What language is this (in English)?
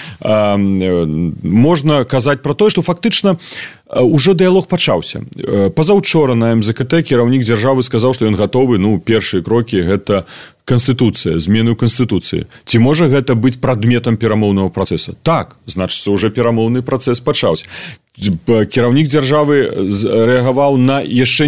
Belarusian